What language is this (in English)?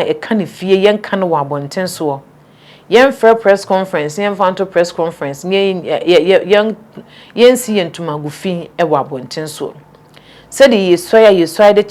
Akan